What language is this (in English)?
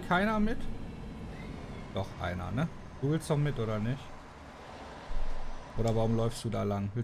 German